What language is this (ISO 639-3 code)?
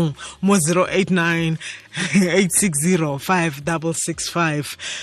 tsn